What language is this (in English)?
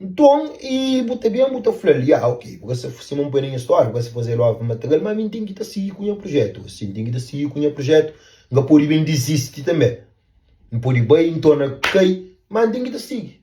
Kabuverdianu